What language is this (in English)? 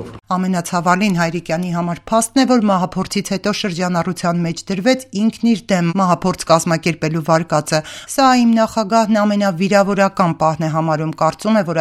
Armenian